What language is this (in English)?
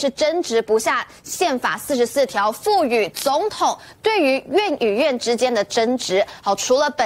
Chinese